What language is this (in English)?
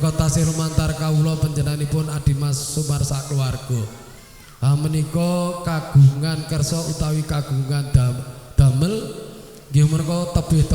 Javanese